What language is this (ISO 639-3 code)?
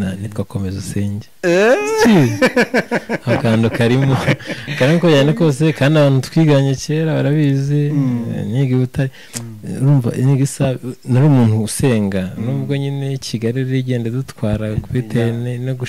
kin